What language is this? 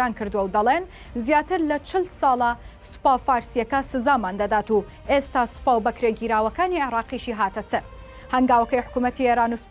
Central Kurdish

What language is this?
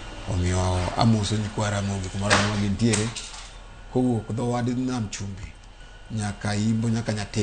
Luo (Kenya and Tanzania)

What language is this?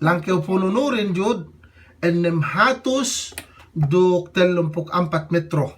Yakan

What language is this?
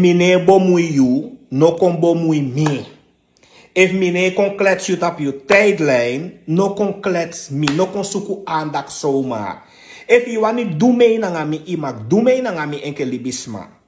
Sranan Tongo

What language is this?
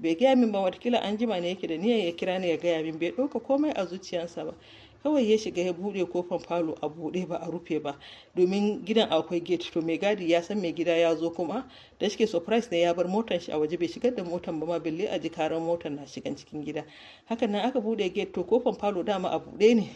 Hausa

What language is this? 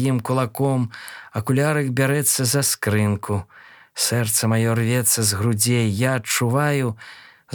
Belarusian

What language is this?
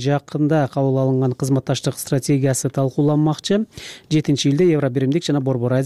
Kyrgyz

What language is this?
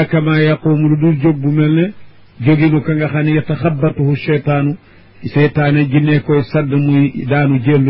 Wolof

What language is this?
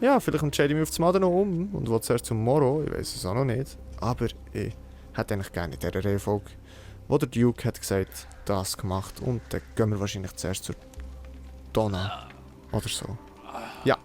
Swiss German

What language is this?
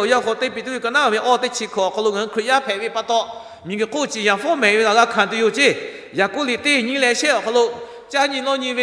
Lahu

